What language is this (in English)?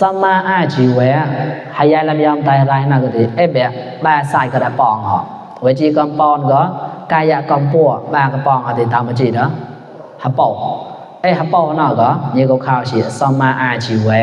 Mon